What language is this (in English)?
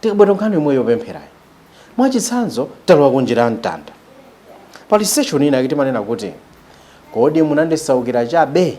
Nyanja